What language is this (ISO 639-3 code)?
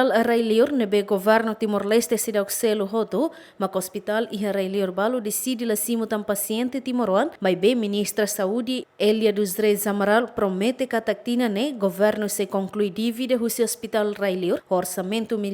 tet